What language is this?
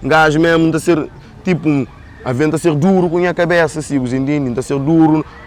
Kabuverdianu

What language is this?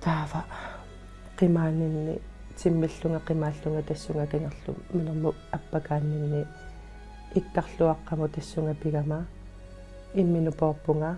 Kalaallisut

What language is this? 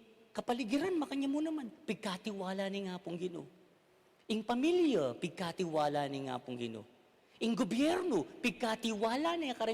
Pampanga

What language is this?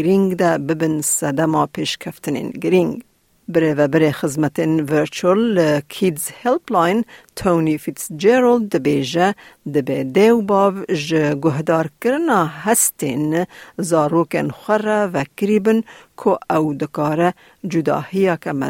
Kurdish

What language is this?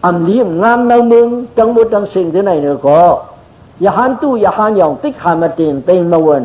Shan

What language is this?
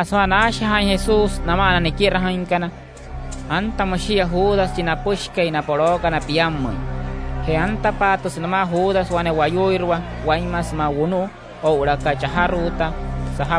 Wayuu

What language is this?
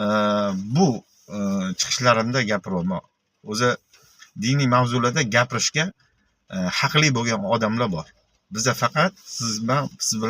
Uzbek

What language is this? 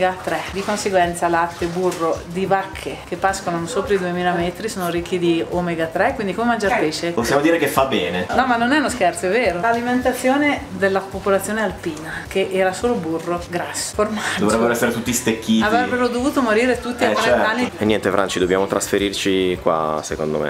Italian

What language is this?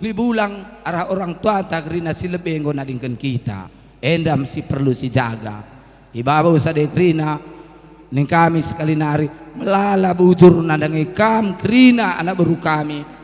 Batak Karo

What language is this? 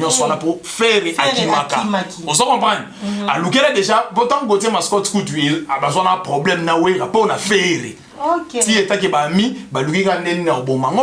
Lingala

